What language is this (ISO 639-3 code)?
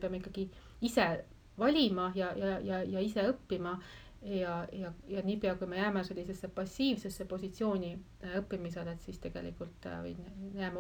est